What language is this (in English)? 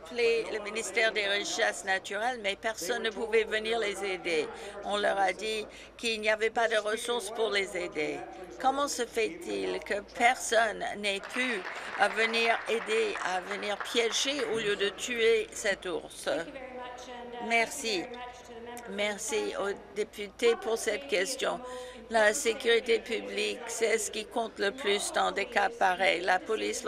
French